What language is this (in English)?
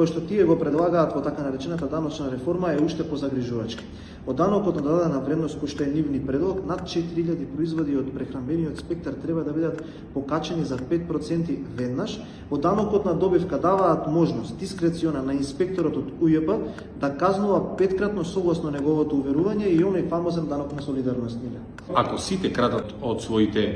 Macedonian